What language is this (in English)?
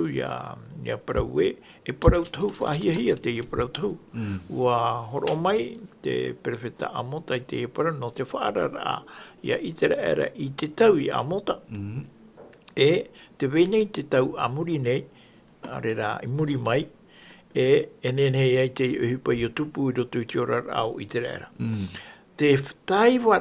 Tahitian